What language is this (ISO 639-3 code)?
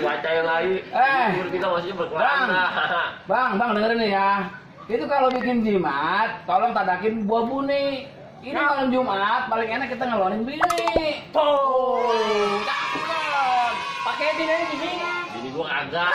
bew